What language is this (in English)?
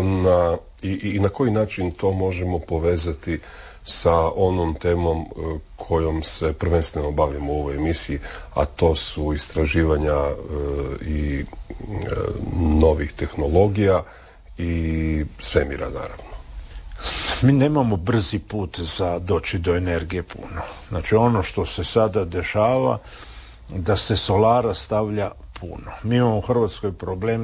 Croatian